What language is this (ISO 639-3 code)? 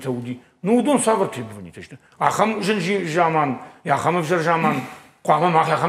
oss